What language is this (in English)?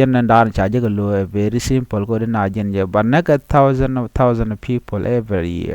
Nuer